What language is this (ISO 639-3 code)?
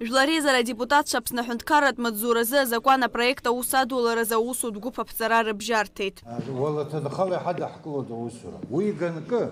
abk